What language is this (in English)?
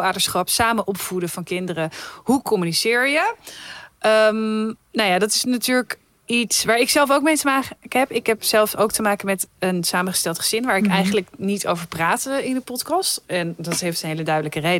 Dutch